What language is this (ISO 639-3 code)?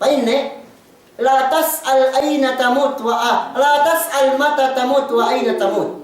yka